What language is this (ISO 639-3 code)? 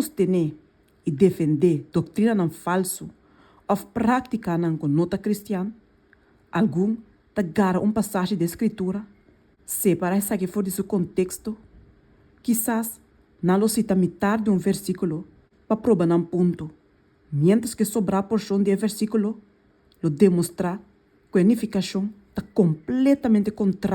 pap